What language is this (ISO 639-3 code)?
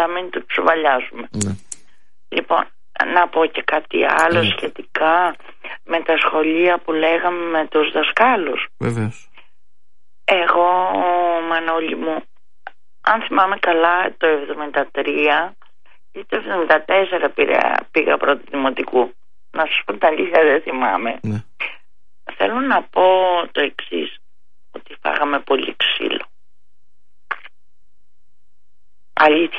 ell